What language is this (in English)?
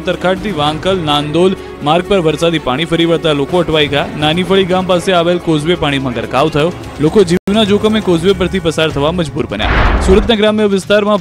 Gujarati